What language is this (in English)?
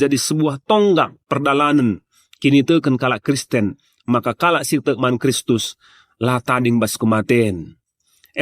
Batak Karo